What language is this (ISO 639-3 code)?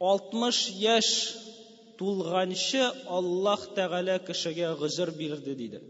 tat